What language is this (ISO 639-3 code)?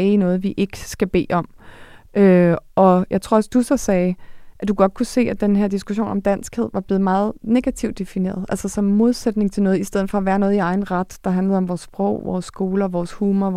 dan